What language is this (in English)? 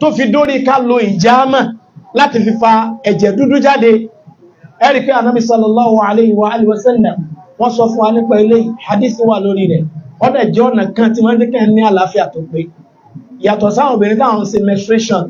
Yoruba